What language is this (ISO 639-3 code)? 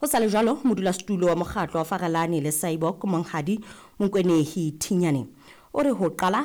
sot